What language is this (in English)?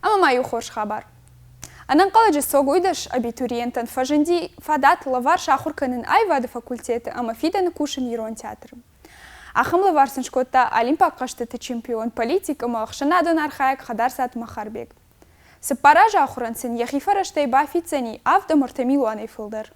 Ossetic